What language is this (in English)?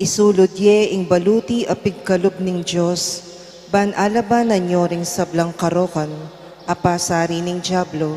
Pampanga